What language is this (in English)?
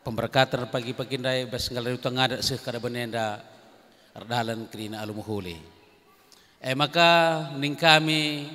Batak Karo